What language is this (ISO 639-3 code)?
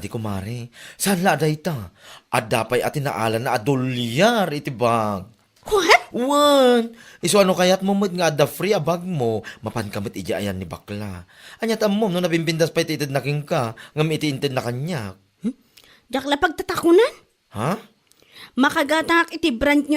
ilo